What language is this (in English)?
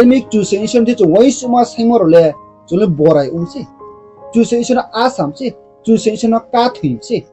Riang (India)